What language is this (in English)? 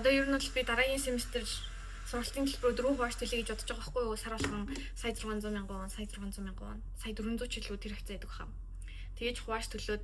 Mongolian